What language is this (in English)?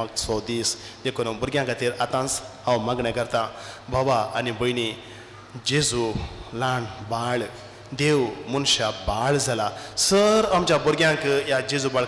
Konkani